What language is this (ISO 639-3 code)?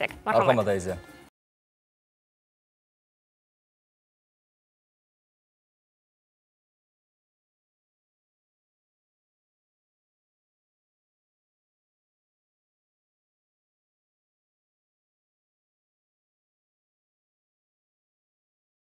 kaa